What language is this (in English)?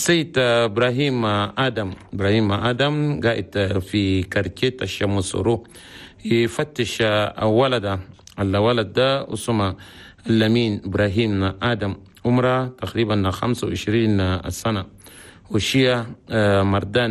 Chadian Arabic